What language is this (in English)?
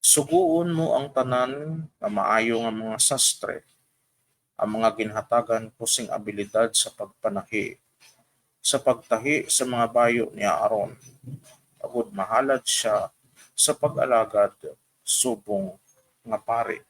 Hiligaynon